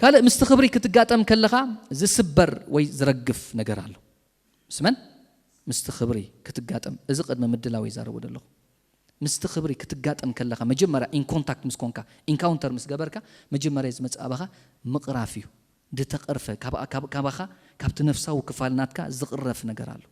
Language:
Tigrinya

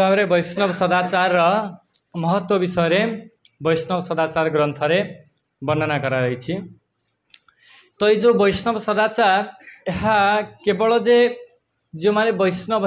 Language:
Odia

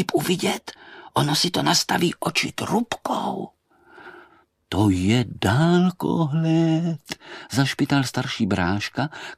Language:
Czech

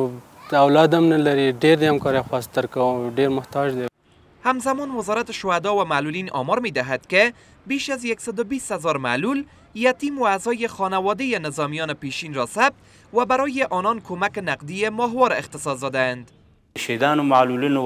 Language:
Persian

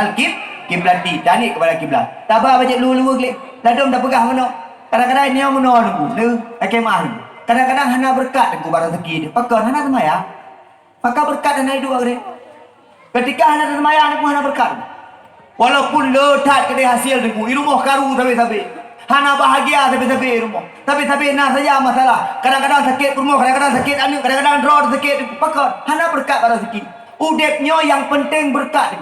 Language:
Achinese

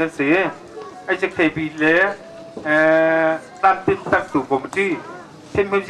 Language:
Hakha Chin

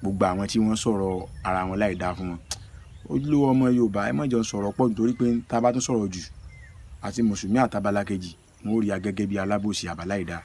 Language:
Yoruba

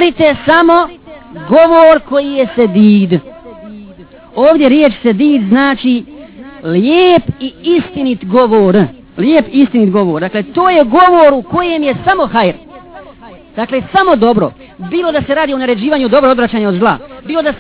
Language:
Bosnian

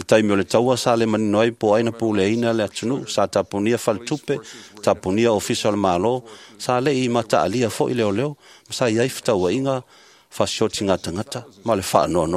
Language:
Samoan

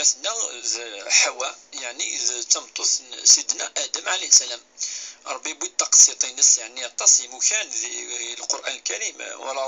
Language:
Kabyle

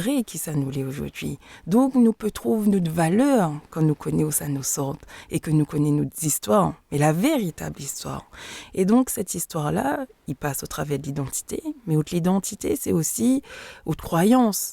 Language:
Réunion Creole French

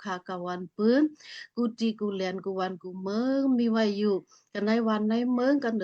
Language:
Shan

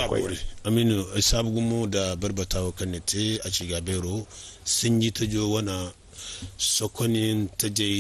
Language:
Zarma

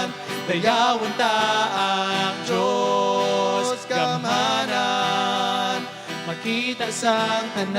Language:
Hiligaynon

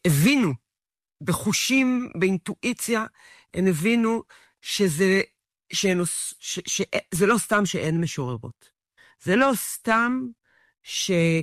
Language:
Hebrew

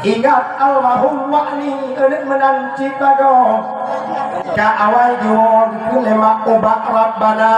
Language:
Achinese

